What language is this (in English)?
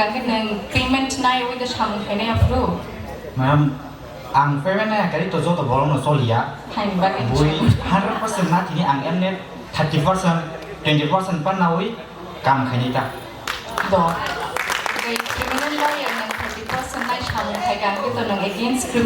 Kok Borok